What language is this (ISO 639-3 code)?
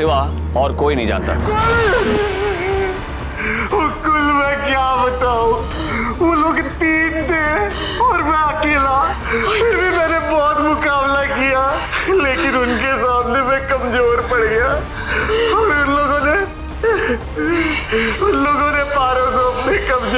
hin